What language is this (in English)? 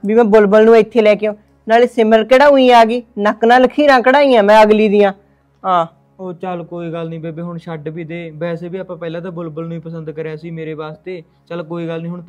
Punjabi